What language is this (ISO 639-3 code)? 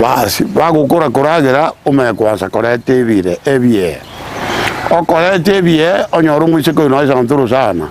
guz